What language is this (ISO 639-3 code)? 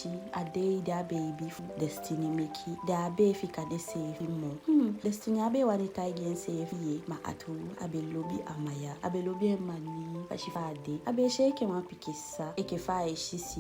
djk